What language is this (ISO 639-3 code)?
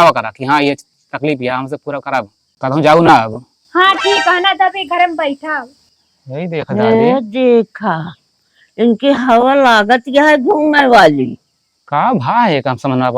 awa